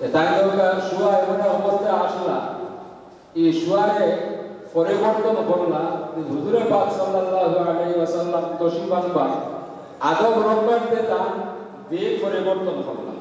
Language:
Sylheti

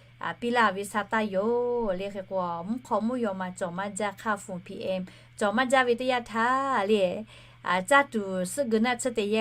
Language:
Lahu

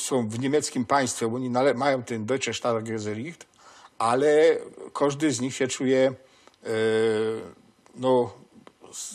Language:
Silesian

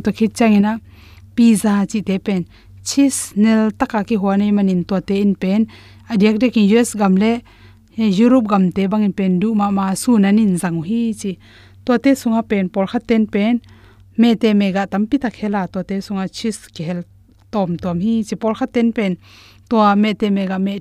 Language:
Tedim Chin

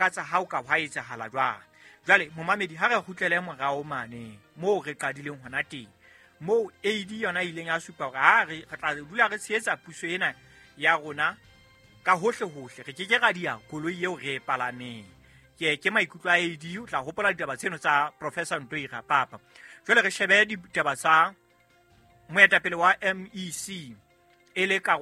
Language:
Southern Sotho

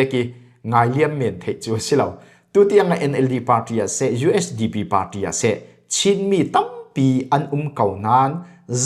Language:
Falam Chin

